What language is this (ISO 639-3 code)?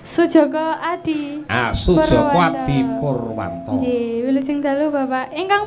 jav